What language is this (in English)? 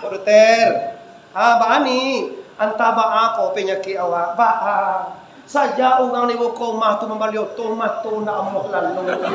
Minangkabau